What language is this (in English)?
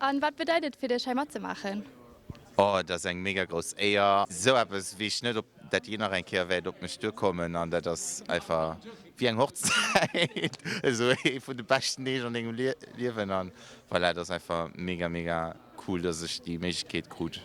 Luxembourgish